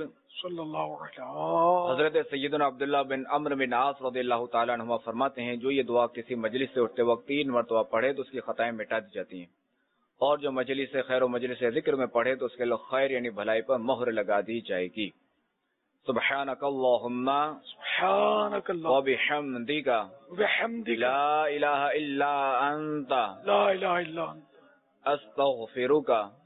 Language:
Urdu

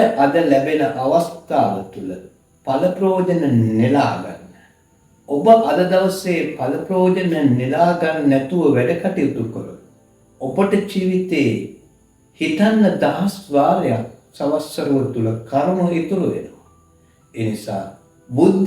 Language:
Sinhala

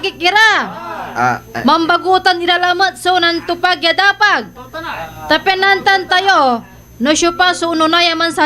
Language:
Pangasinan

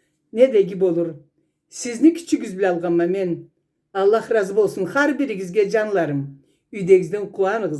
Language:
Karachay-Balkar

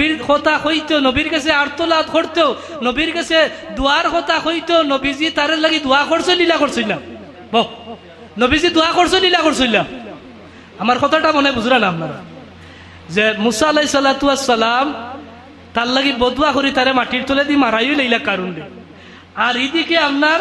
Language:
Sylheti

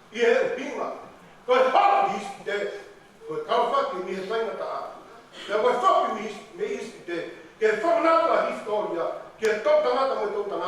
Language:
Tongan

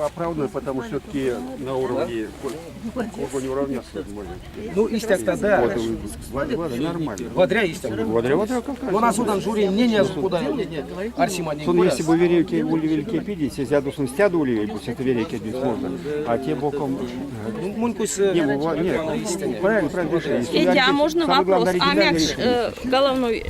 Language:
Erzya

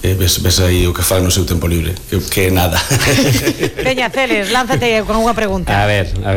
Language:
Galician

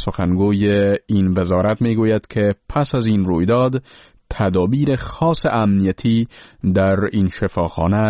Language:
Persian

